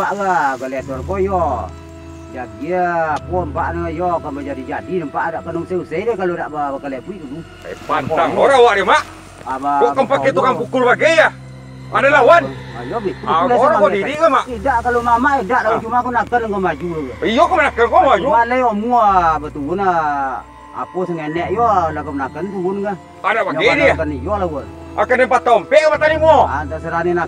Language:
Minangkabau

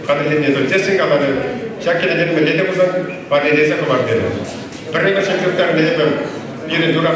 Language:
Chuvash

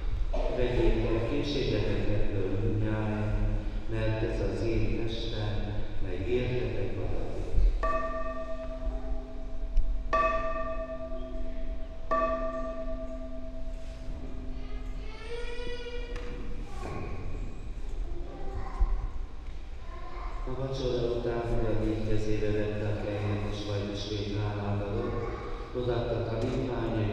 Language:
Hungarian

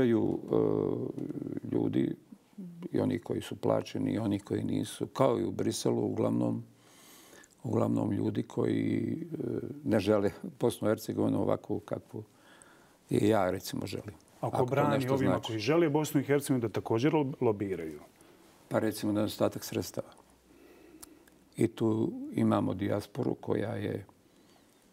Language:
Bosnian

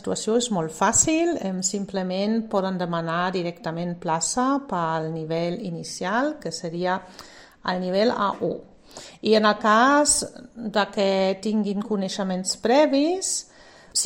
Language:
Catalan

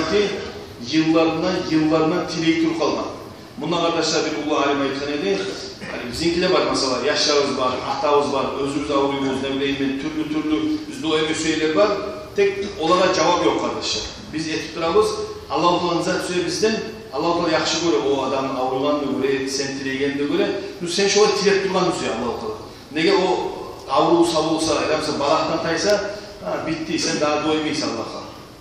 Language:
Kumyk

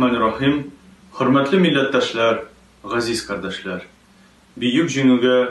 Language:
Tatar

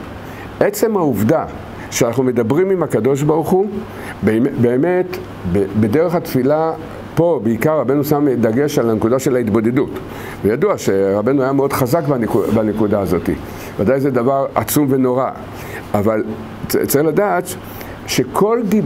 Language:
Hebrew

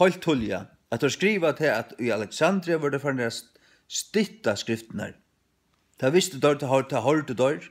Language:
Faroese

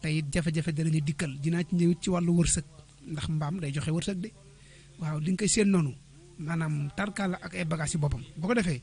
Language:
Wolof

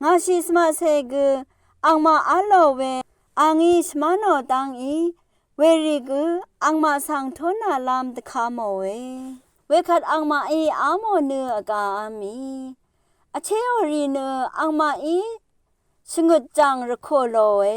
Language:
Rawang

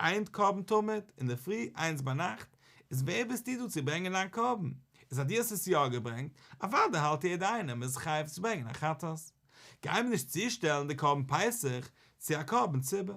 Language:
Yiddish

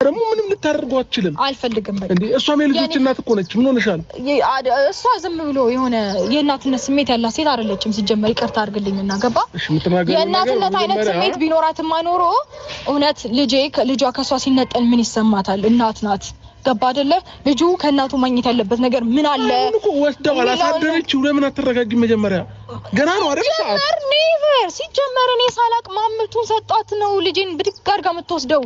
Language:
Amharic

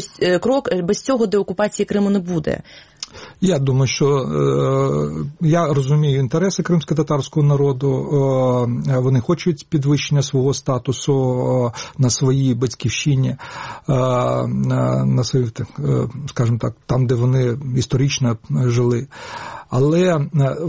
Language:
Ukrainian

